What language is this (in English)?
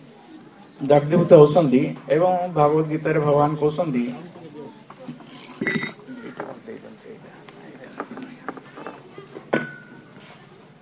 Odia